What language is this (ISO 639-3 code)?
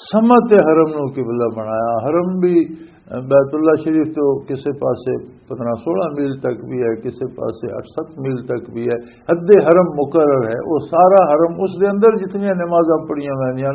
lah